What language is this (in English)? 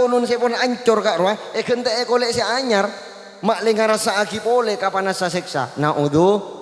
Madurese